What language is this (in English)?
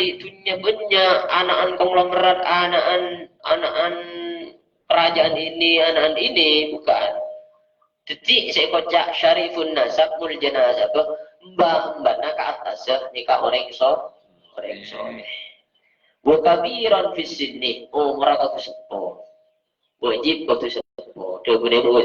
Madurese